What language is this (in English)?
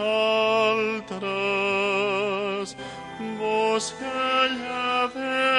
Catalan